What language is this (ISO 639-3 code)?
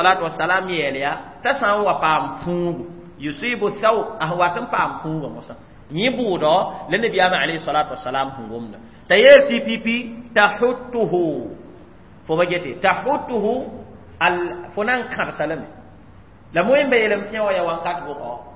mos